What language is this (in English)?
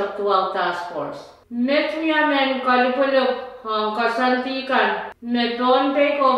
Pohnpeian